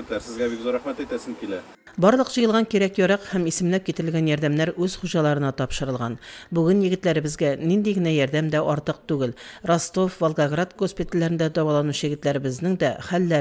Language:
Tatar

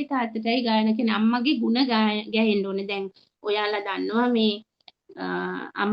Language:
Sinhala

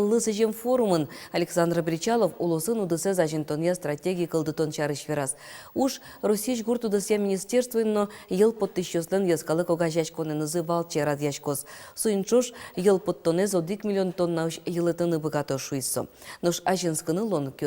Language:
Udmurt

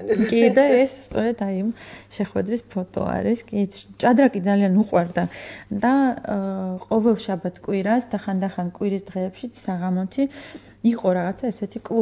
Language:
Georgian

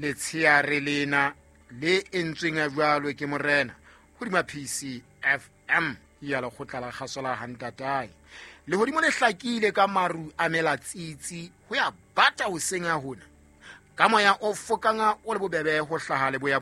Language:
Southern Sotho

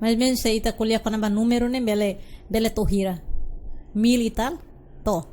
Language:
Tetum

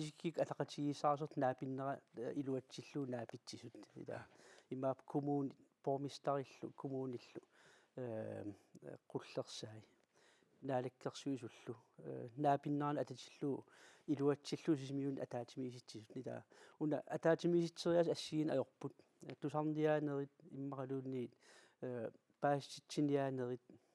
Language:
Kalaallisut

